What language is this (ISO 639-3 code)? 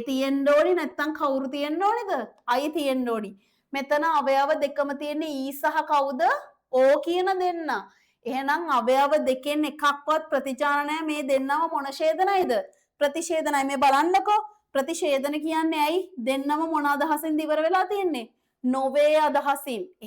sin